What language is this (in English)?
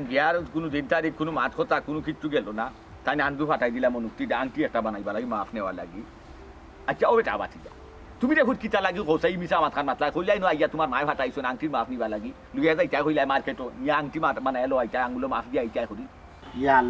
Sylheti